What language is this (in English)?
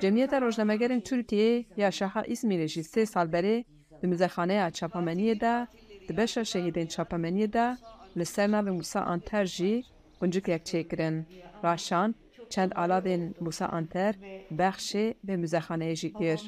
Kurdish